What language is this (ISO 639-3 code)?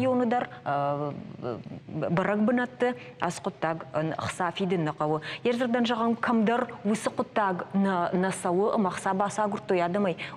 oss